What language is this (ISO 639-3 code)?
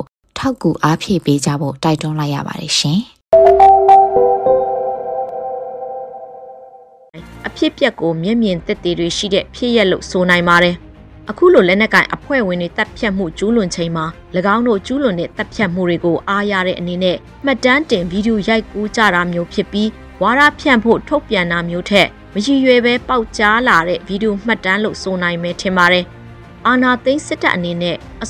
mya